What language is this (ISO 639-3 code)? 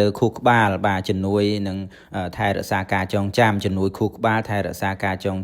khm